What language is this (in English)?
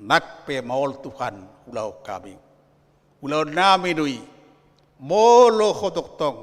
Batak Toba